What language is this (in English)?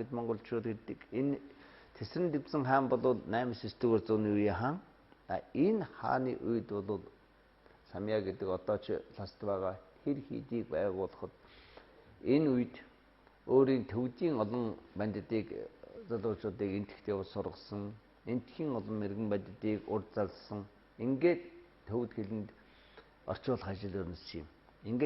Mongolian